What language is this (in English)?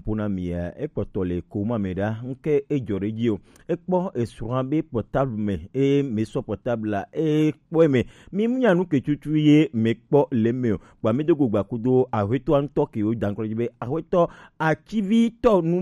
Gen